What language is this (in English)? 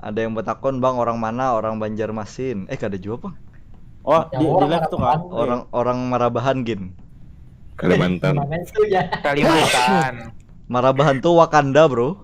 Banjar